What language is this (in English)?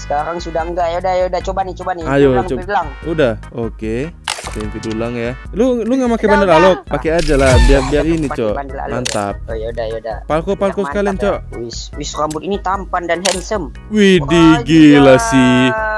Indonesian